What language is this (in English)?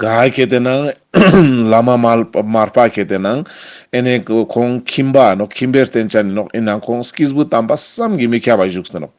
Ladakhi